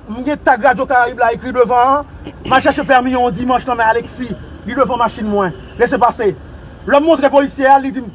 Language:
Haitian Creole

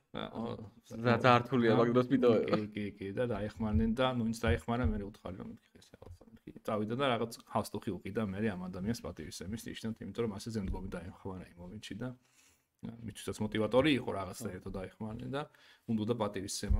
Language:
Georgian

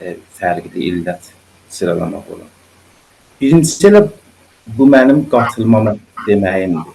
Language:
South Azerbaijani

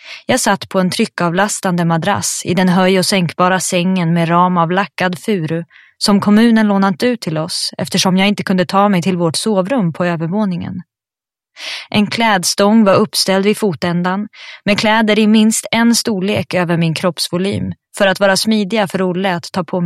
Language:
Swedish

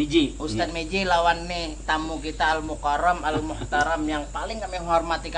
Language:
Banjar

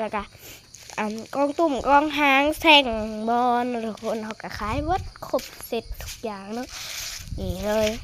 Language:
Lao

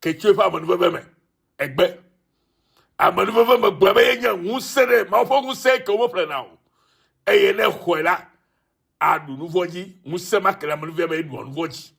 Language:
Ewe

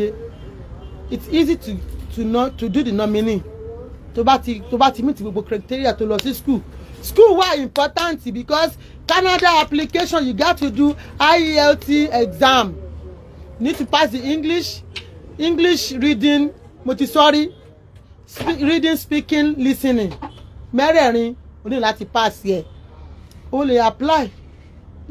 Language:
Yoruba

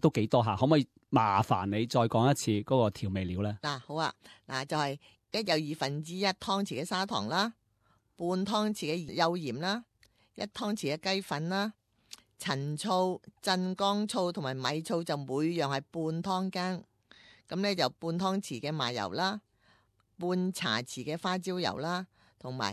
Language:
Cantonese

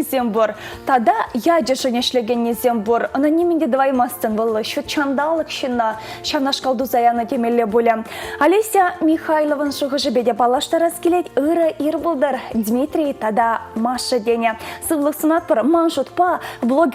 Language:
Chuvash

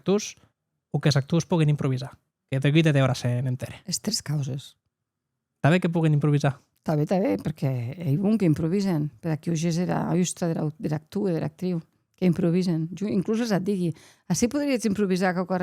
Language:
Occitan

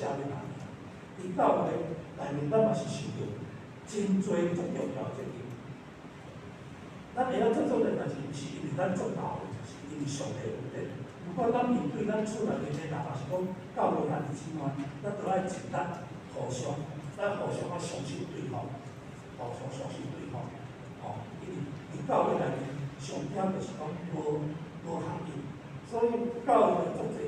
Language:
Min Nan Chinese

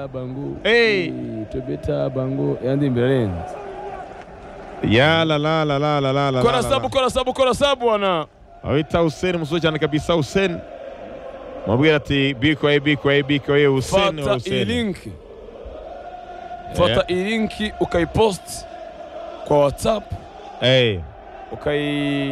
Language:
Kinyarwanda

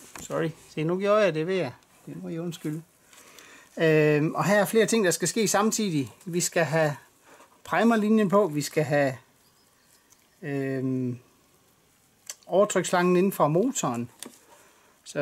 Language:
Danish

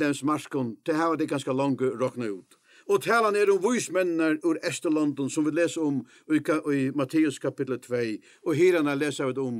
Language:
Faroese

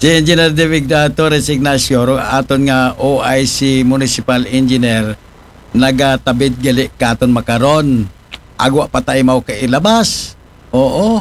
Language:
Aklanon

